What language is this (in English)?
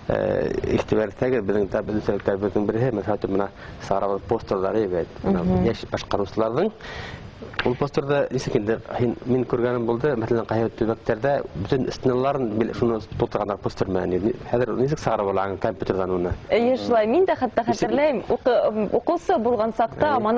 Bashkir